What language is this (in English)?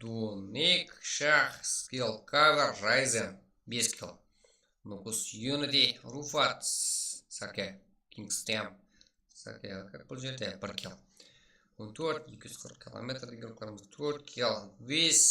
Kara-Kalpak